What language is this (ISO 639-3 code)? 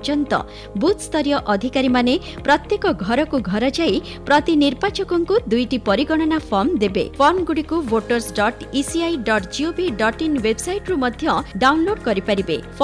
ori